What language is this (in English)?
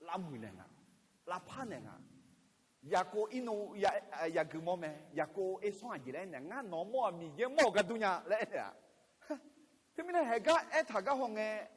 Akha